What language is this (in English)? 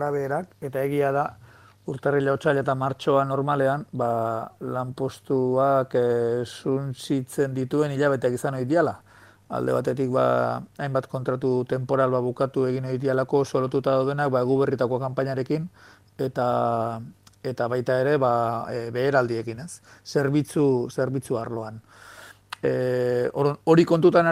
Basque